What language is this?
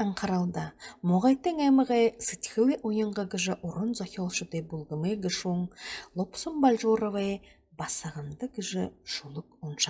Buriat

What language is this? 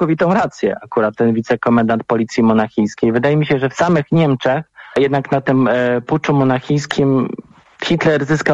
Polish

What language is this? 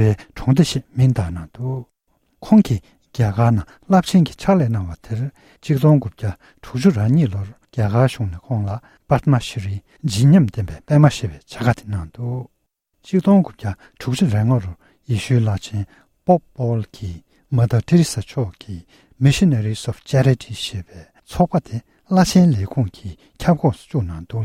Tibetan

